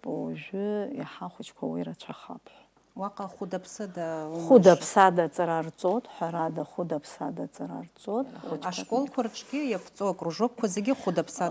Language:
Abkhazian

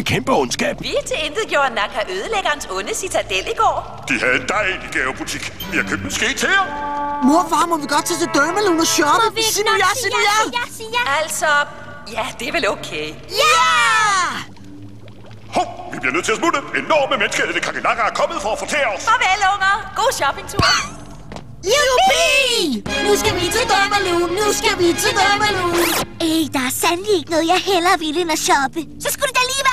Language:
Danish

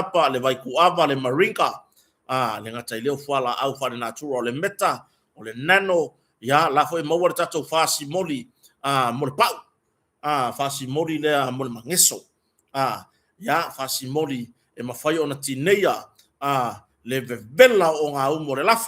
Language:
Samoan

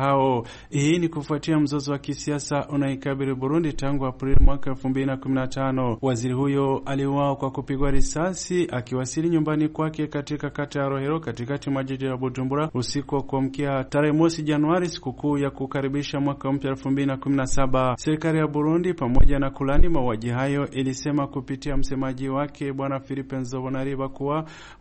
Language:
Swahili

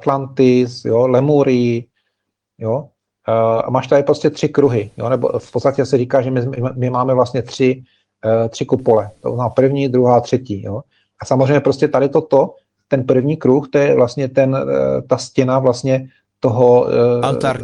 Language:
Czech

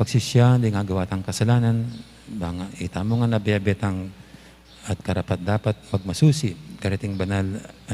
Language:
Pampanga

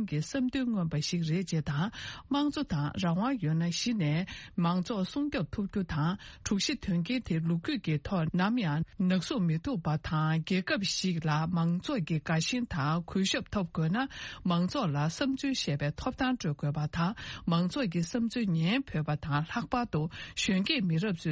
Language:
Tibetan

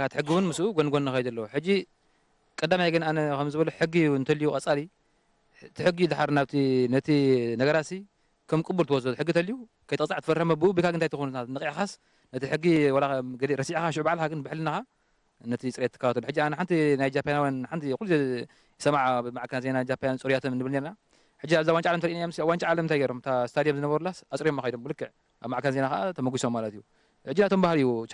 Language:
Tigrinya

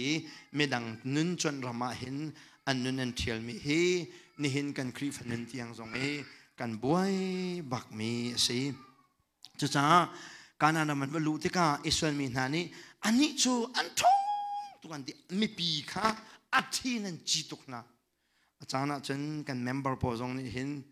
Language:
Hakha Chin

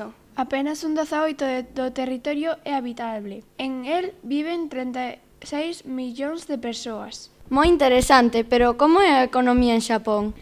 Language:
Galician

